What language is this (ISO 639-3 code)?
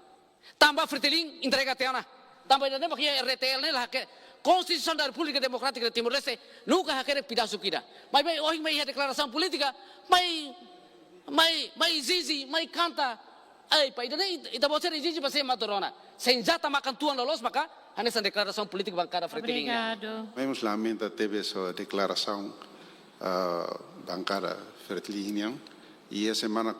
tet